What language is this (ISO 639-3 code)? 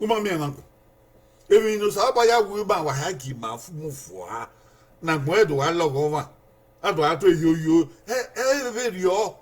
bin